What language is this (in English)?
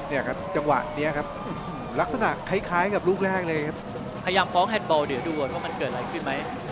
Thai